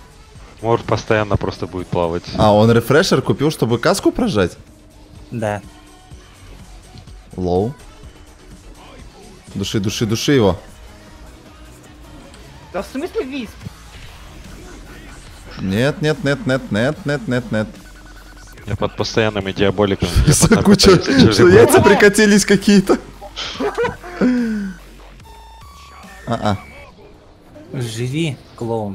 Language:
Russian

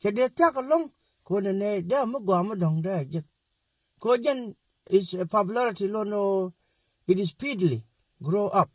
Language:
Nuer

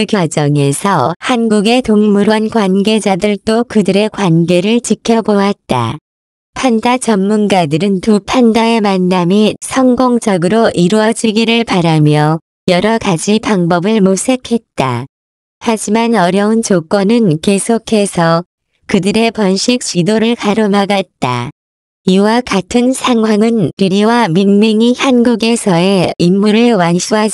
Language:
Korean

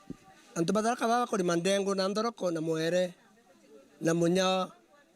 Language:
Meru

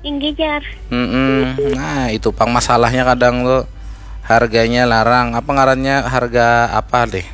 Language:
Banjar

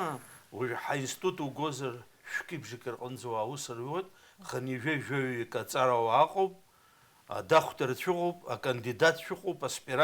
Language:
Abkhazian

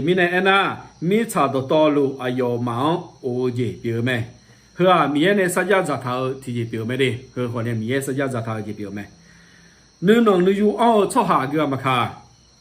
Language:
Akha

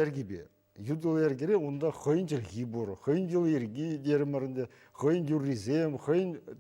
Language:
Chuvash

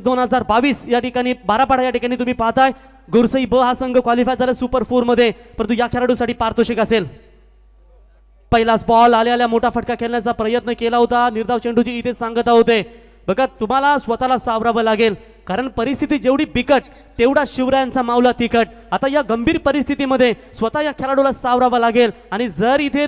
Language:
Marathi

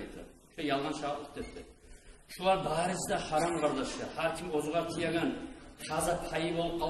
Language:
Kumyk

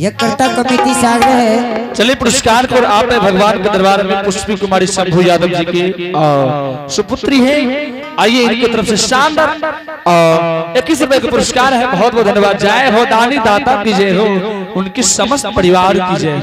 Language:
Angika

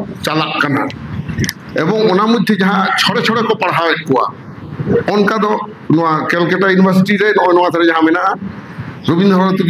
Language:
Santali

